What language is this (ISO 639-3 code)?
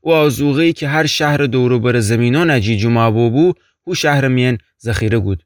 glk